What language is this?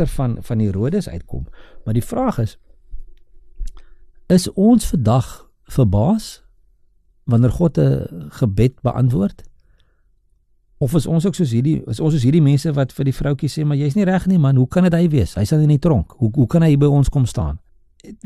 Afrikaans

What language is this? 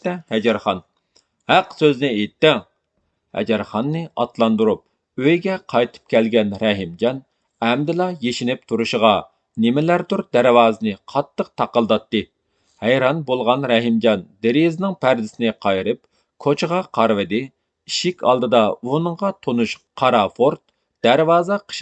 Uyghur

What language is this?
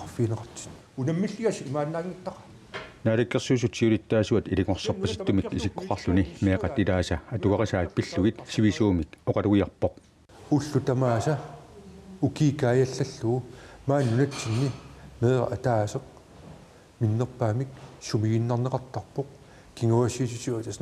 Kalaallisut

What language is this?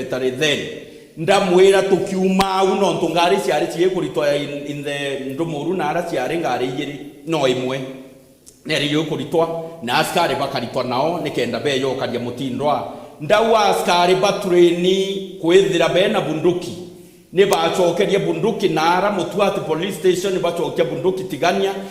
Meru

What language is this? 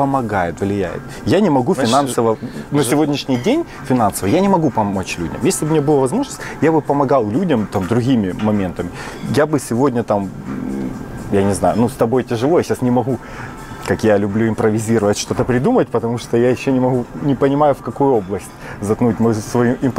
Russian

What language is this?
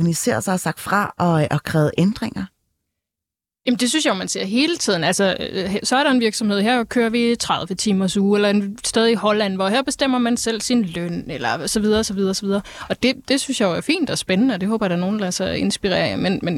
Danish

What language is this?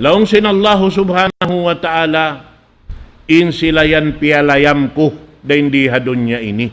Tausug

